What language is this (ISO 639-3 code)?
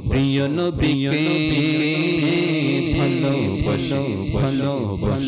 ben